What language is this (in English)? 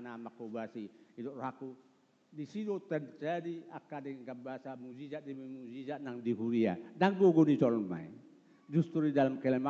Batak Toba